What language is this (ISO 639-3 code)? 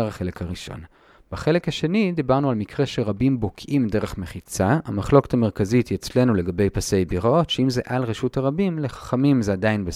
heb